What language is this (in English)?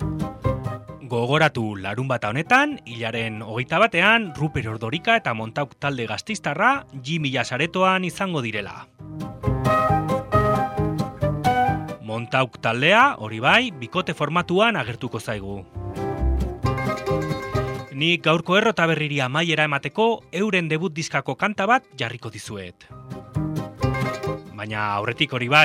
Basque